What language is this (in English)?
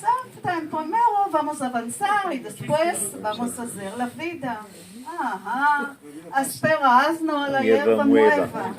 Ladino